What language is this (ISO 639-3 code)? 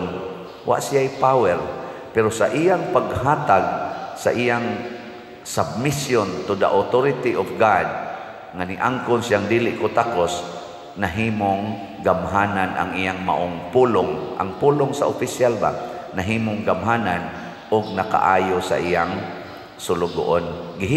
ceb